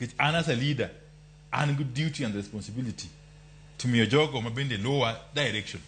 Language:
Luo (Kenya and Tanzania)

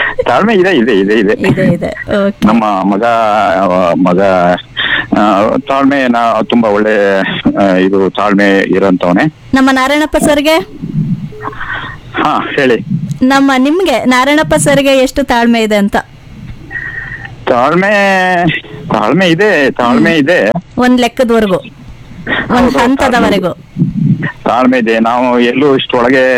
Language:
Kannada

